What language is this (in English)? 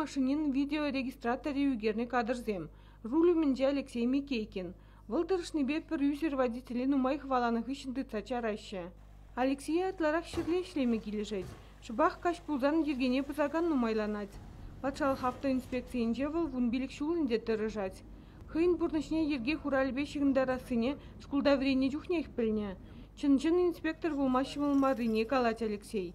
Chuvash